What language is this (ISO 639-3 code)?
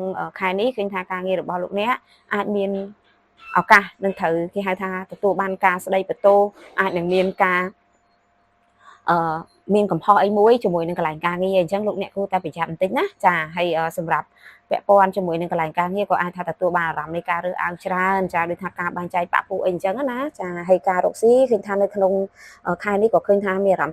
khm